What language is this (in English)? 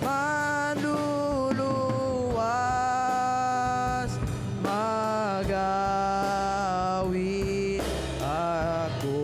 Cebuano